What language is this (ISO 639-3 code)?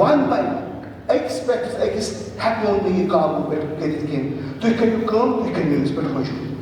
kas